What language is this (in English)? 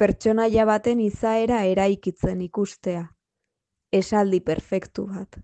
Basque